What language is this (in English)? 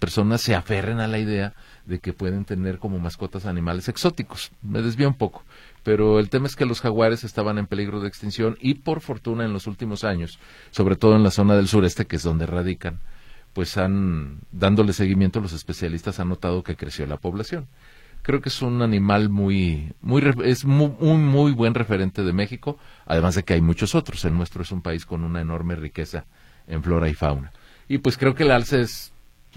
Spanish